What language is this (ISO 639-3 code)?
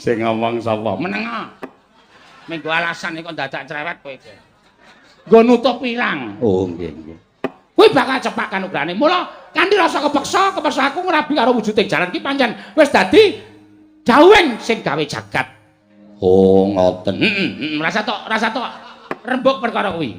jav